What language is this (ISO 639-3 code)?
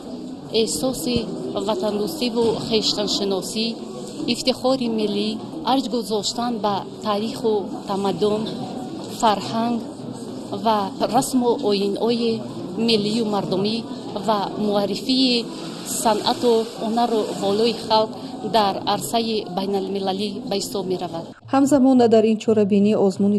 tgk